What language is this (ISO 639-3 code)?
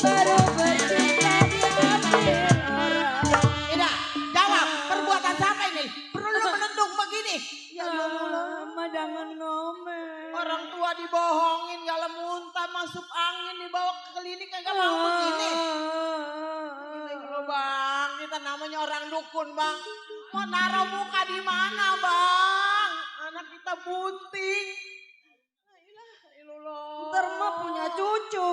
bew